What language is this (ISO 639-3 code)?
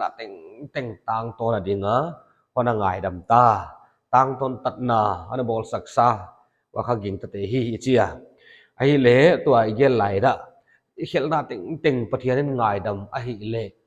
pck